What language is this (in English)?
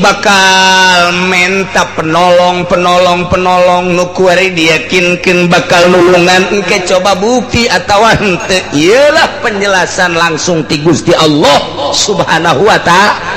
Sundanese